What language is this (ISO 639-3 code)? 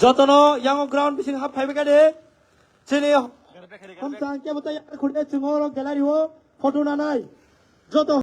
trp